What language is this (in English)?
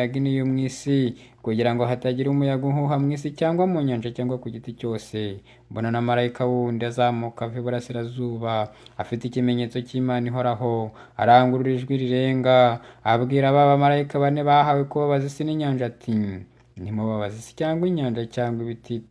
Kinyarwanda